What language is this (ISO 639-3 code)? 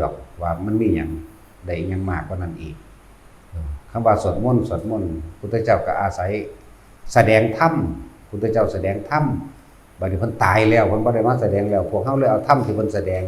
tts